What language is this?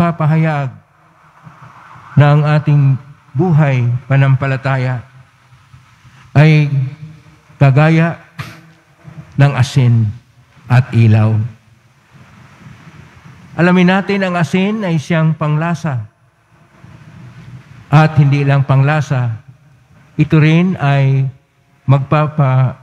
Filipino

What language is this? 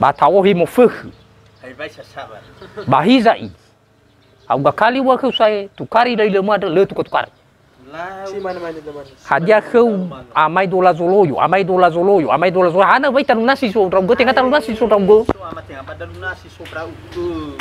Nias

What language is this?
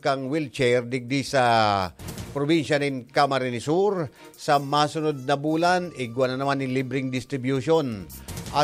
Bikol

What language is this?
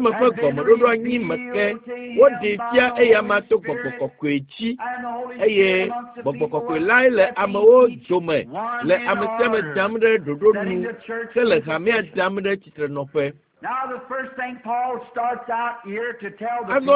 Ewe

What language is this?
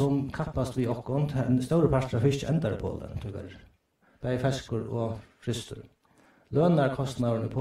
Faroese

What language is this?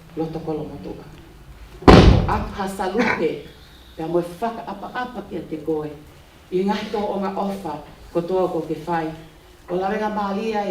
Tongan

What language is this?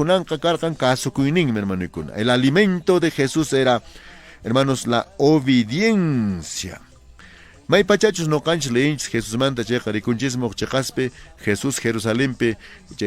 Quechua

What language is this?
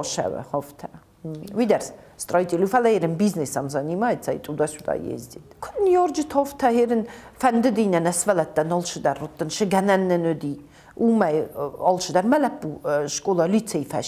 Ossetic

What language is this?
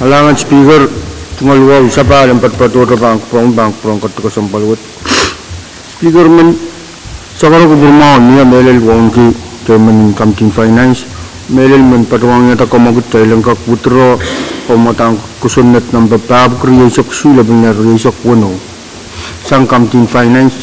Pohnpeian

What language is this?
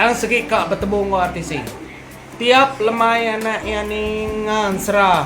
Iban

